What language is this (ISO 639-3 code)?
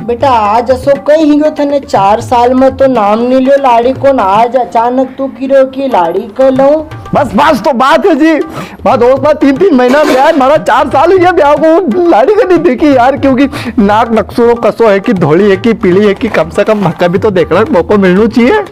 raj